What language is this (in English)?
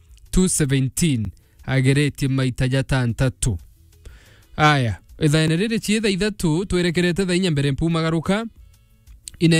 Meru